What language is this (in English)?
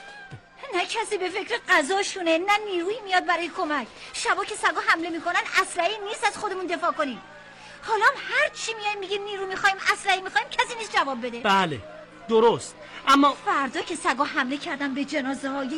Persian